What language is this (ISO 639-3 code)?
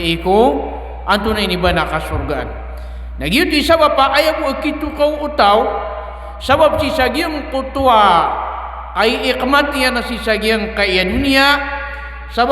mrw